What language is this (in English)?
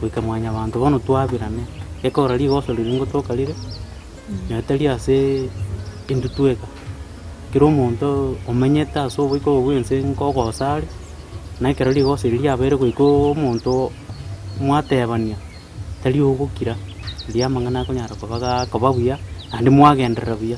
Gusii